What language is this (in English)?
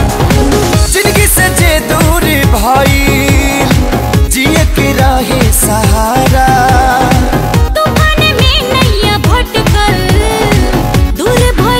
Bhojpuri